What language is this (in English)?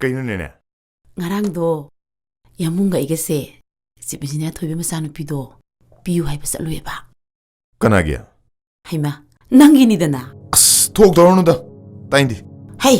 Manipuri